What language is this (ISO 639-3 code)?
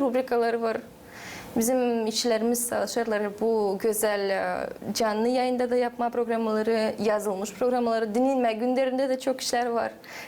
gag